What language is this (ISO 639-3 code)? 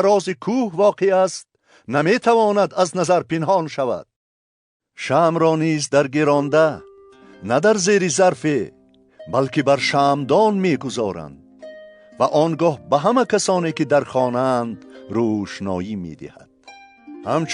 tgk